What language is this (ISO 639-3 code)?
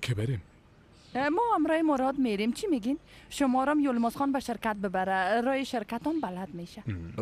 fas